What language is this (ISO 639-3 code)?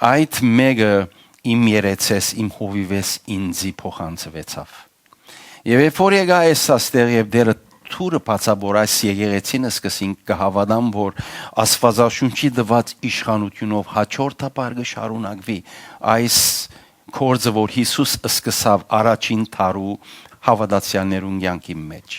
hyw